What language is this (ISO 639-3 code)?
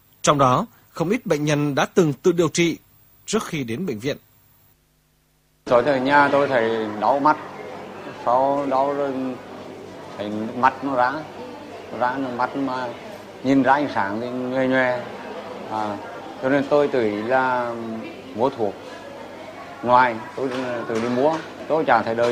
vie